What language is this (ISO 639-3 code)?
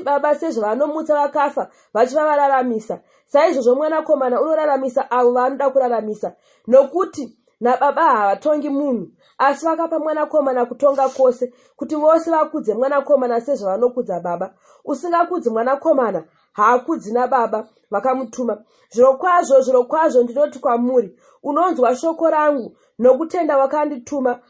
sna